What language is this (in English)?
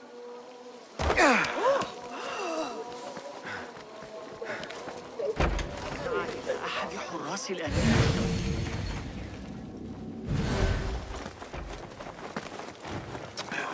Arabic